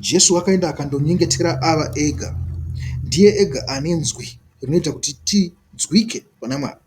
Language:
Shona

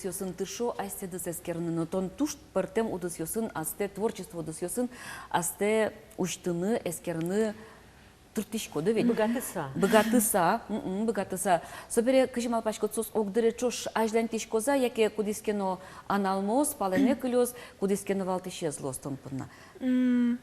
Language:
Udmurt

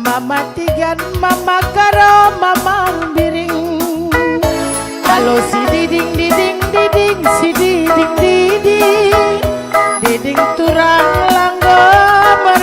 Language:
Batak Karo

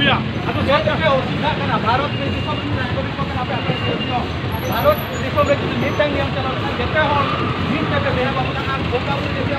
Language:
Santali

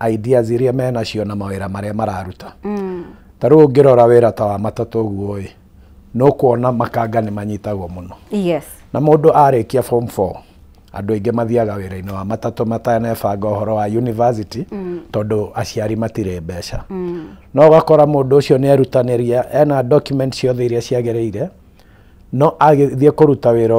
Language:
Kikuyu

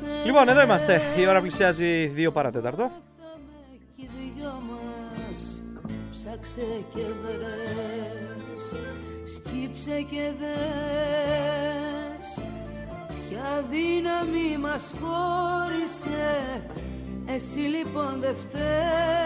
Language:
Greek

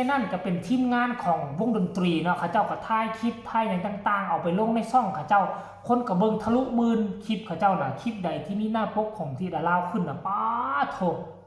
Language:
Northeastern Thai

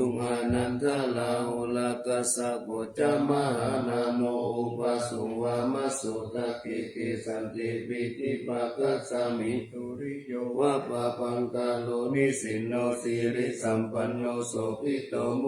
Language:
Pali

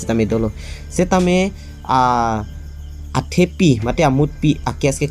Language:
Karbi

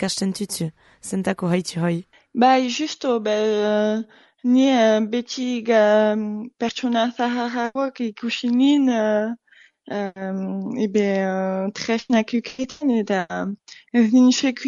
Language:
Basque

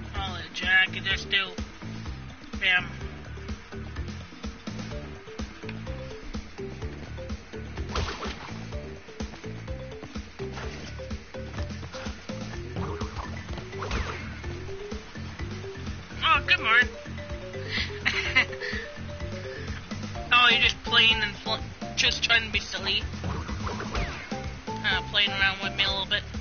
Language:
English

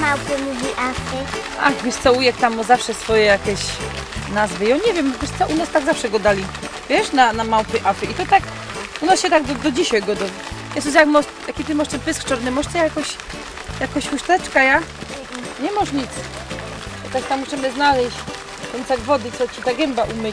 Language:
Silesian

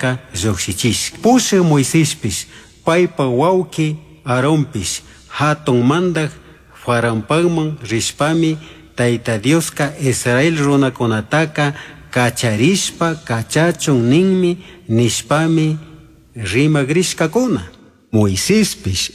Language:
Chimborazo Highland Quichua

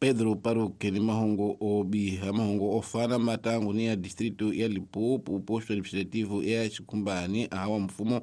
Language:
Tsonga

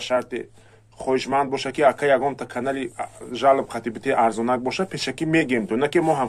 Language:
Tajik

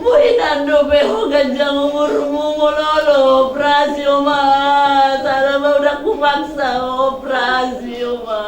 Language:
Batak Toba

